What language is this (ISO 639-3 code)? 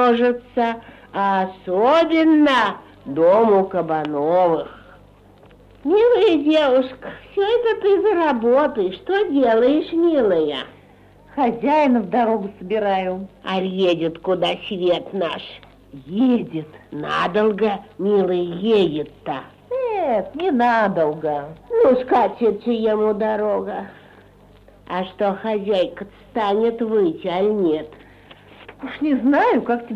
rus